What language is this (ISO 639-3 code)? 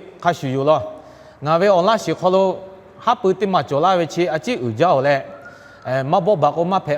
lhu